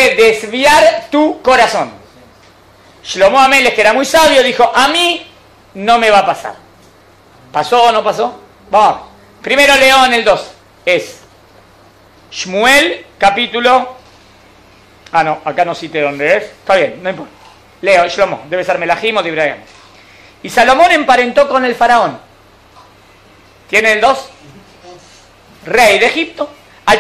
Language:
Spanish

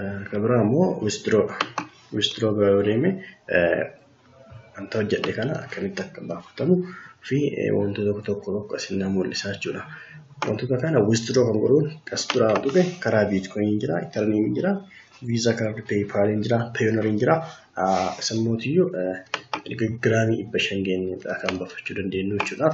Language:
Oromo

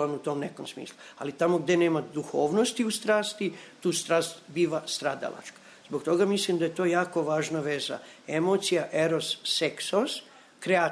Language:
Serbian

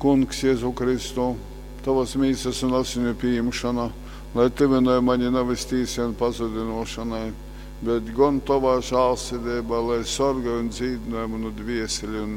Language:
Latgalian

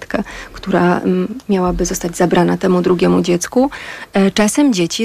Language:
Polish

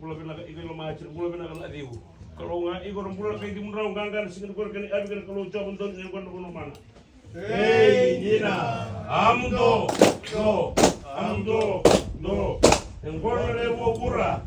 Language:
Fijian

